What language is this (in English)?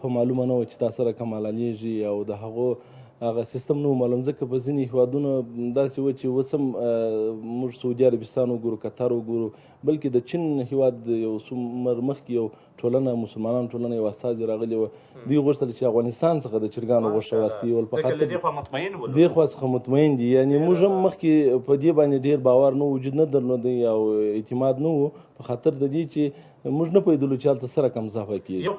Pashto